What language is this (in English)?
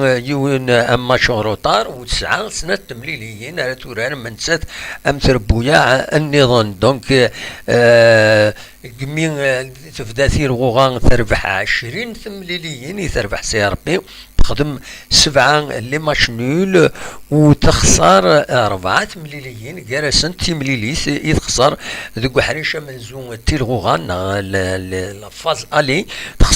Kabyle